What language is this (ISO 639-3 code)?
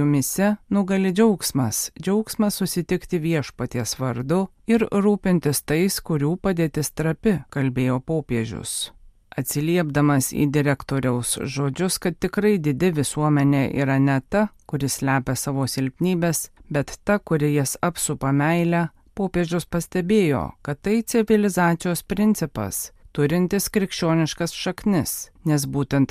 lit